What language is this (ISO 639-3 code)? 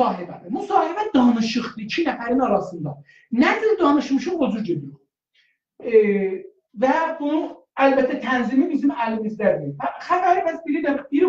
azb